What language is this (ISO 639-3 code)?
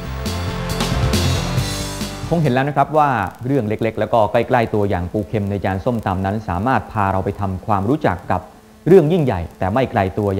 tha